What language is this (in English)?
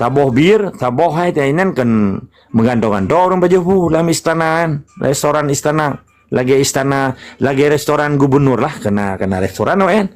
Achinese